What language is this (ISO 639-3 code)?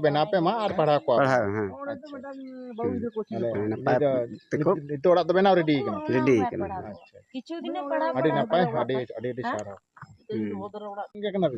sat